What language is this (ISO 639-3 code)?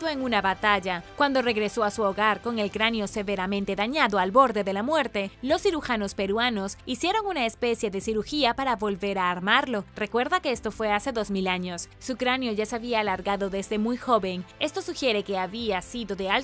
spa